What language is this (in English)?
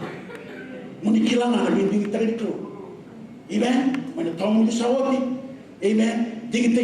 Fijian